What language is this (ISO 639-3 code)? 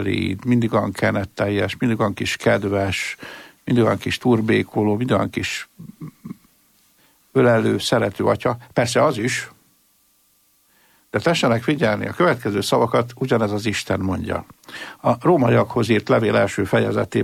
hun